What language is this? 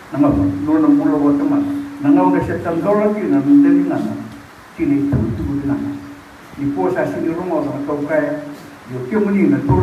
Fijian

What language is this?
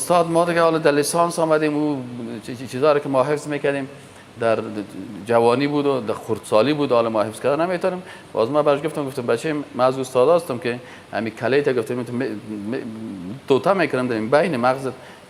Persian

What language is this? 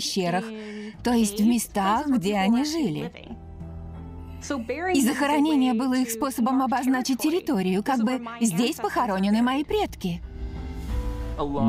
Russian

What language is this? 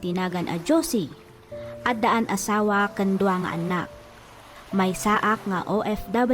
Iloko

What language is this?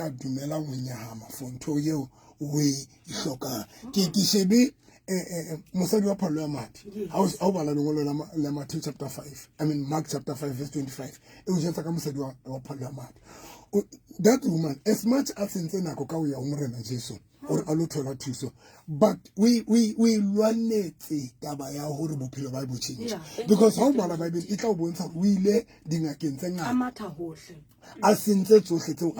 Southern Sotho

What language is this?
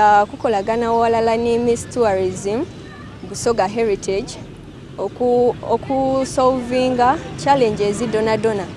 Soga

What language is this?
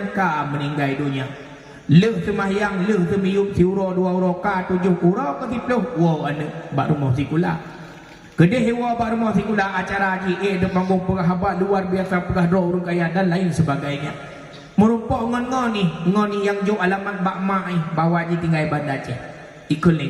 Achinese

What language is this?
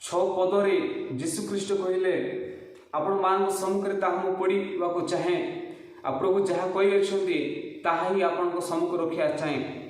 Odia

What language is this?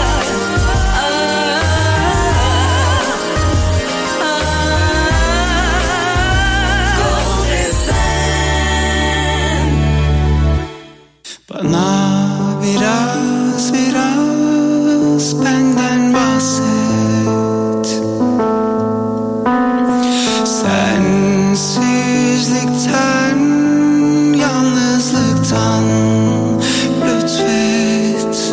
Turkish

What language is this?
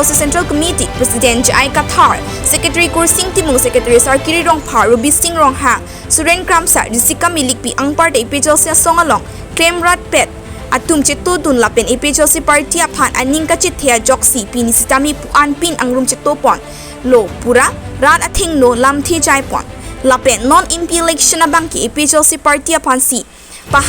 Karbi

